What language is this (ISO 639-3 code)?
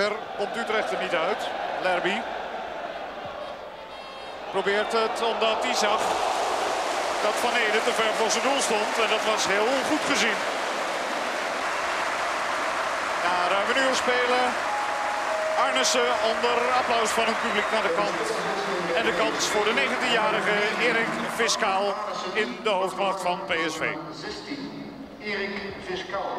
nld